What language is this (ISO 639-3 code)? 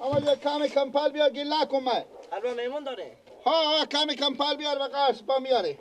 fas